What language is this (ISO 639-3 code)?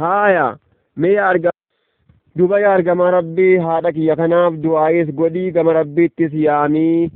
orm